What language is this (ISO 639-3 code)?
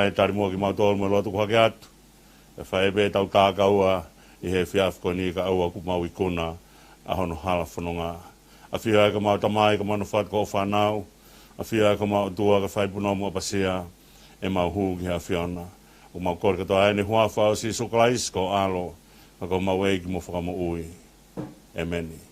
ton